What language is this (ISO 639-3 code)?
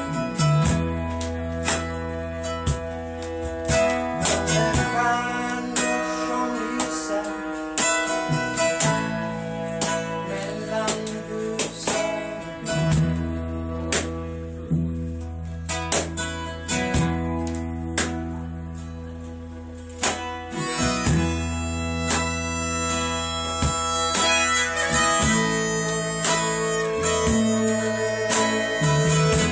swe